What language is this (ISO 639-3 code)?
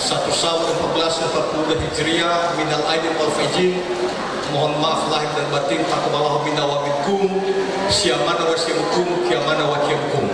nia